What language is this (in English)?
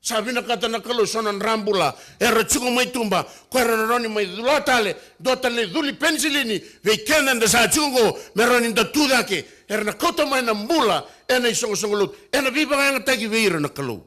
Fijian